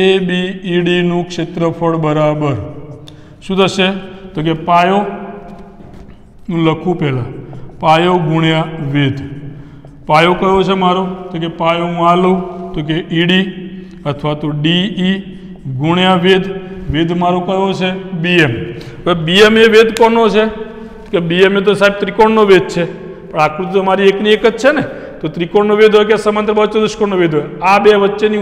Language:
Gujarati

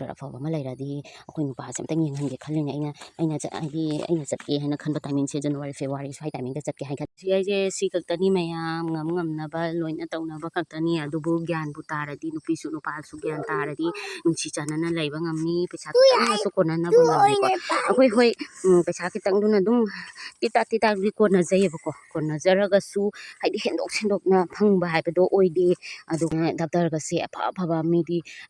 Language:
Manipuri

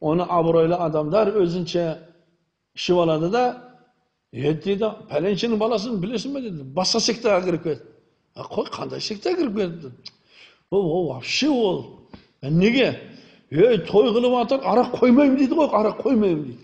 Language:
Kazakh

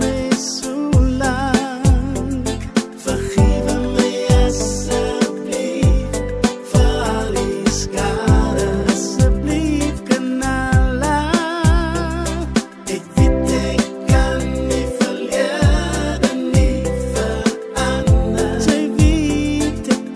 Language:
Afrikaans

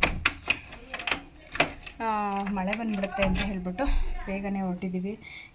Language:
Kannada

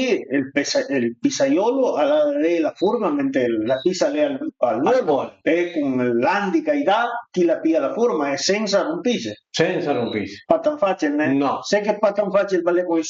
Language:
Piedmontese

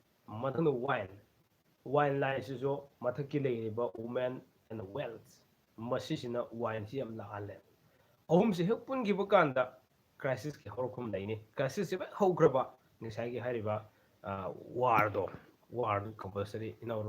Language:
Manipuri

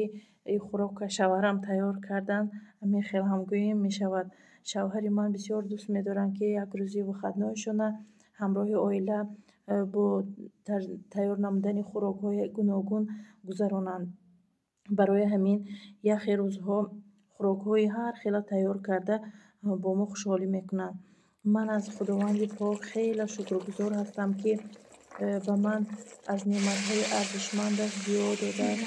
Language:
Tajik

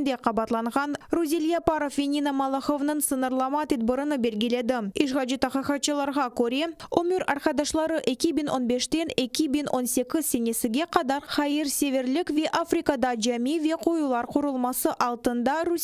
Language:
Crimean Tatar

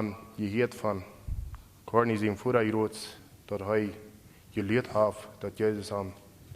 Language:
Plautdietsch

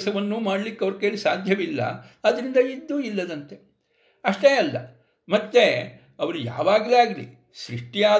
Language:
Kannada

